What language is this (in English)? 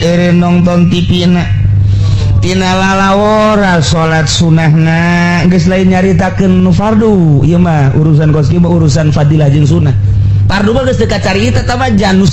Sundanese